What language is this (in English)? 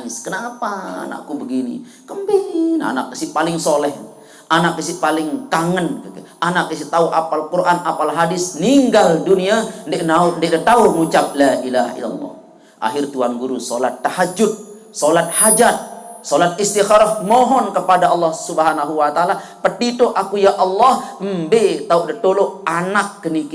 Sasak